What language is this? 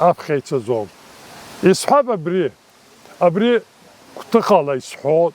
Abkhazian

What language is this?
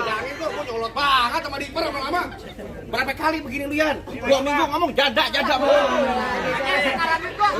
Betawi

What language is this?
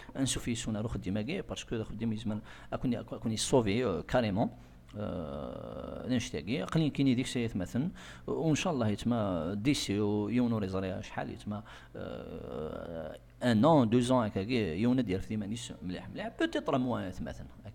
Kabyle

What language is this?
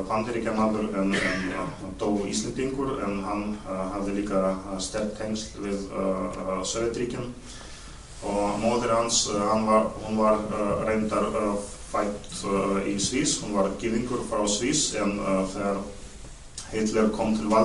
Icelandic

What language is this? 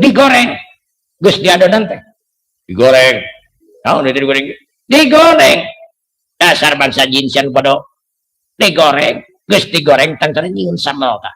Sundanese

